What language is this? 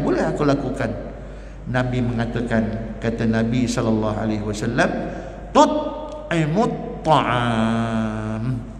Malay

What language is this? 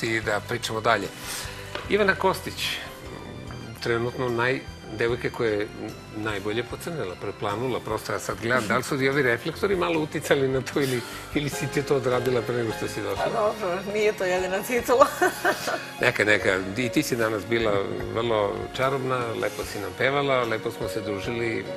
Serbian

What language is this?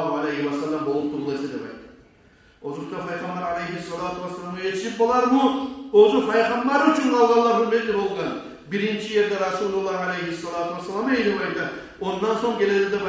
Kumyk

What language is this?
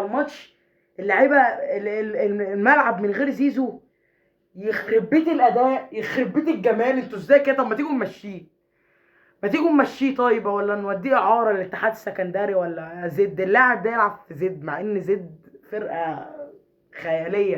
Egyptian Arabic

